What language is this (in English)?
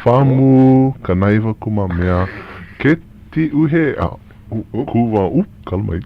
Hawaiian